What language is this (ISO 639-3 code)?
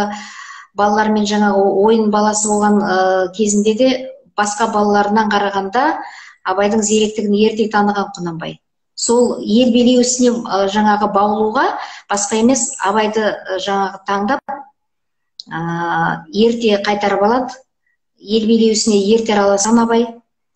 kaz